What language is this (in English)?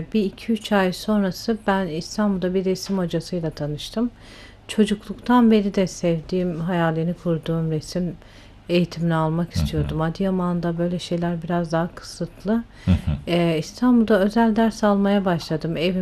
Turkish